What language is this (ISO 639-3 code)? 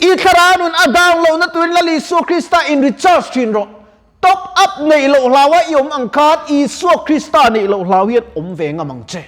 lus